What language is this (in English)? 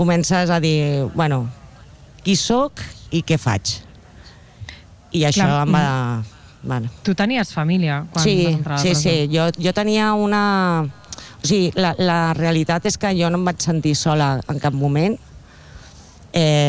Catalan